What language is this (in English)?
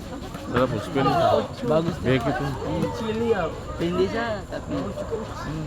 Ambonese Malay